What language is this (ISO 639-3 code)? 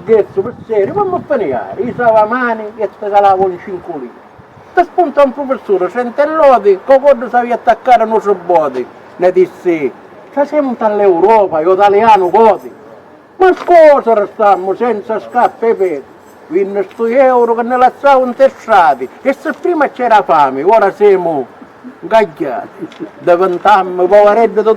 scn